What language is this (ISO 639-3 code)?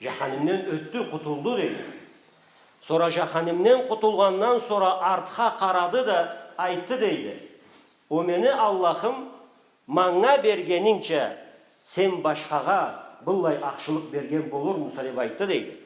krc